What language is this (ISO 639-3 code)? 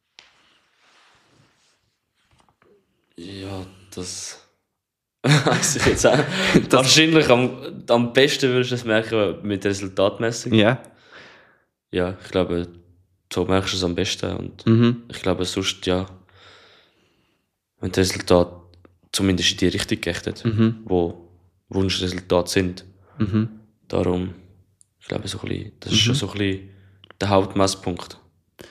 deu